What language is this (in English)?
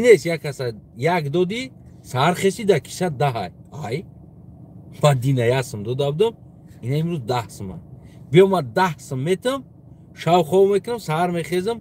Tajik